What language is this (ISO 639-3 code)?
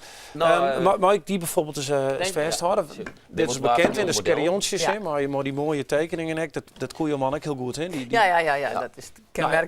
fry